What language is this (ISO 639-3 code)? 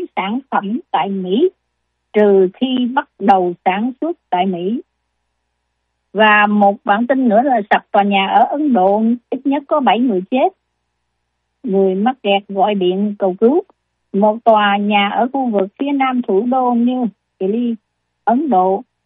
vie